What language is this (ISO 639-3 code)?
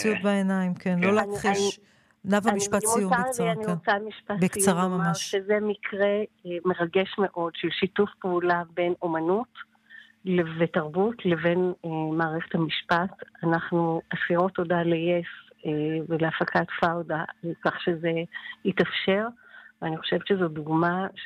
heb